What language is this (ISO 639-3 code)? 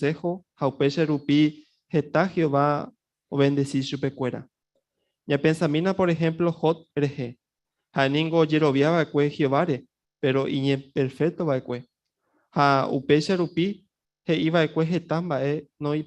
grn